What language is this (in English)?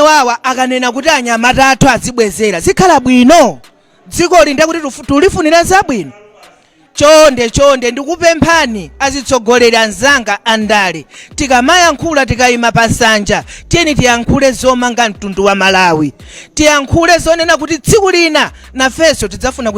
Nyanja